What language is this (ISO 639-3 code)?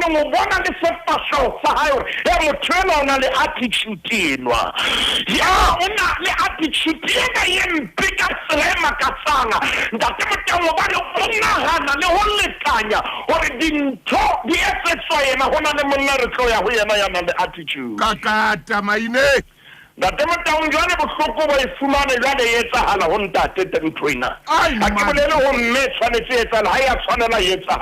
sot